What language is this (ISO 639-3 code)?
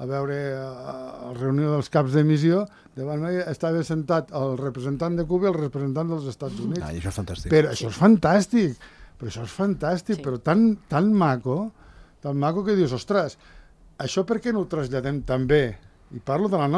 cat